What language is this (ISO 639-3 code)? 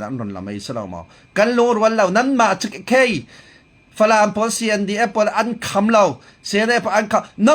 cfm